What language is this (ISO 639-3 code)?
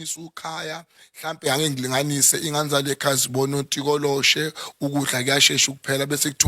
zul